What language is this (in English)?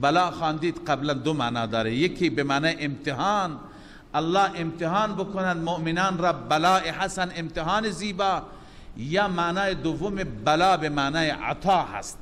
Persian